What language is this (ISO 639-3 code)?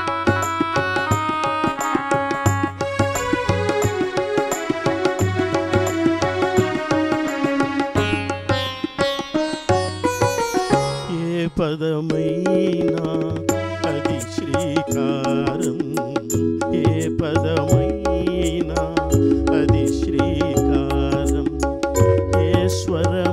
tel